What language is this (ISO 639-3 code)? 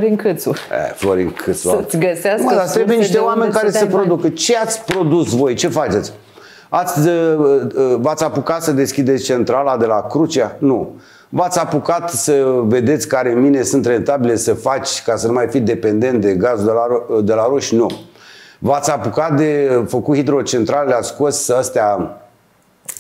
ron